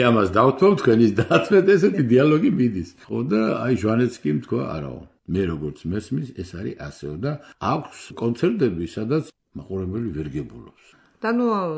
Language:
Georgian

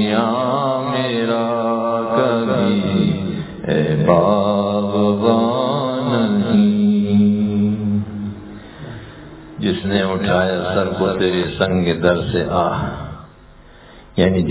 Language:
Urdu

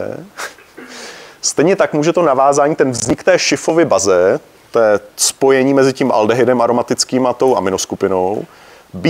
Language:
Czech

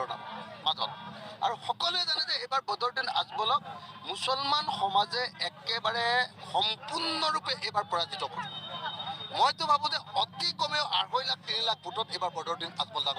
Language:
Assamese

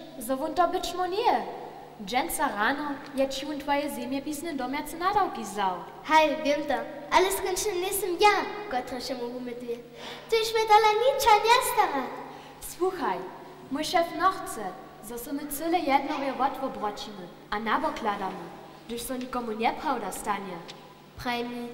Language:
Upper Sorbian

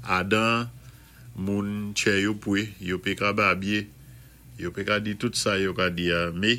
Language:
Saint Lucian Creole French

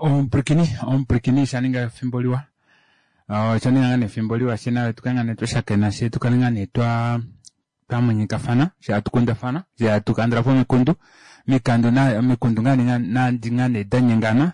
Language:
Kuanyama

